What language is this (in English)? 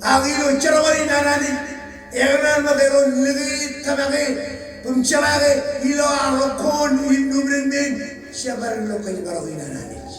Marshallese